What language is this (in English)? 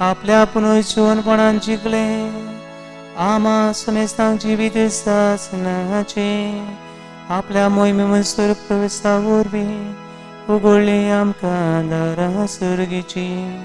Konkani